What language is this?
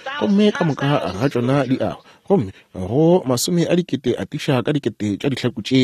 Northern Sotho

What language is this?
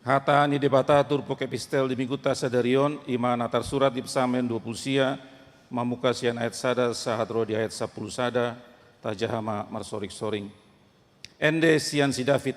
Batak Toba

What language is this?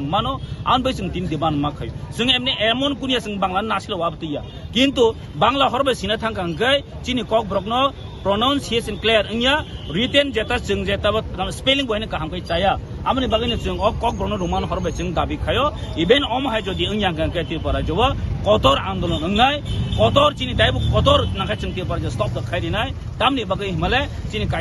Kok Borok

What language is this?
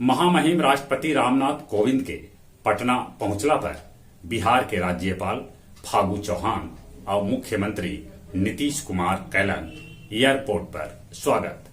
Magahi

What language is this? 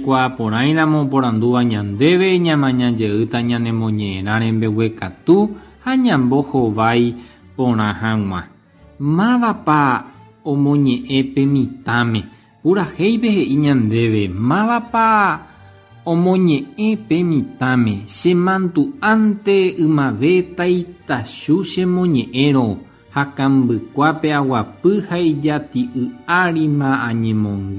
Guarani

